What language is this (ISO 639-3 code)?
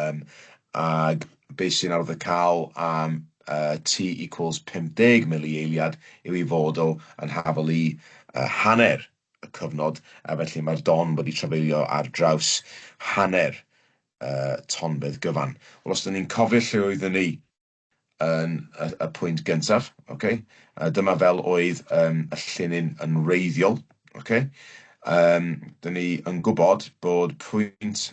cym